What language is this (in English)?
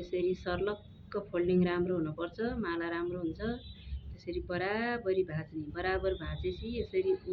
Nepali